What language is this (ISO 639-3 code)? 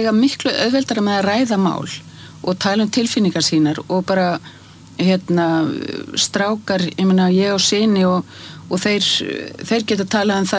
isl